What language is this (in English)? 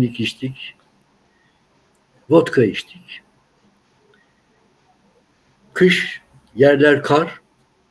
Turkish